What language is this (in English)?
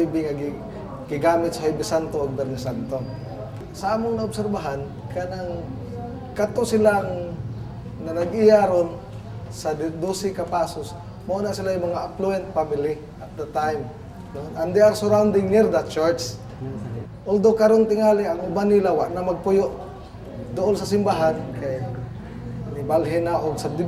Cebuano